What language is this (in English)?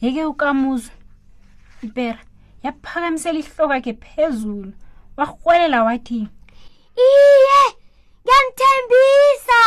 South Ndebele